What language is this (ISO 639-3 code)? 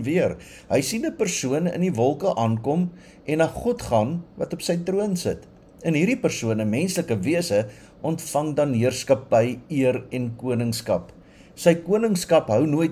afr